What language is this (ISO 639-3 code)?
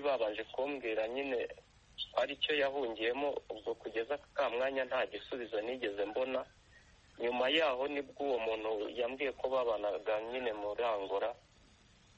kin